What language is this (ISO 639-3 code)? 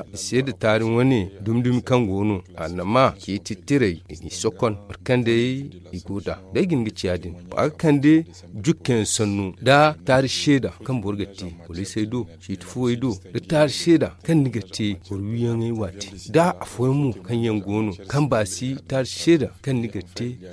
dje